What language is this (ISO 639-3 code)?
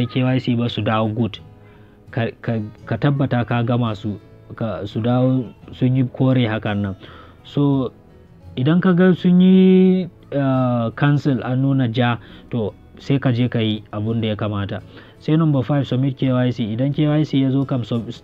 hau